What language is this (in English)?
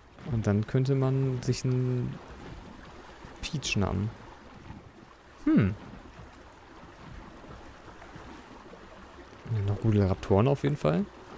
German